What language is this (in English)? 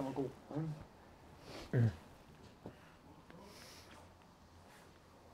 Danish